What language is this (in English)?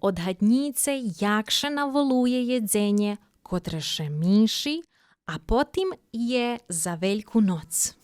Rusyn